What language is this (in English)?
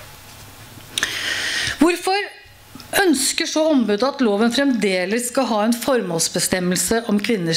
Norwegian